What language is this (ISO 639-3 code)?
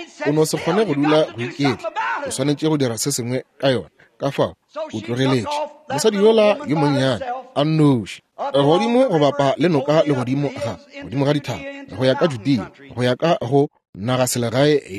nso